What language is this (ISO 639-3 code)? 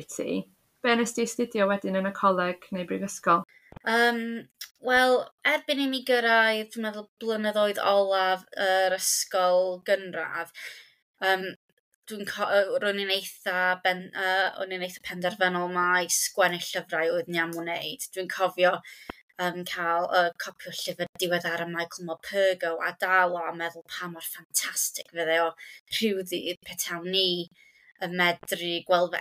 cym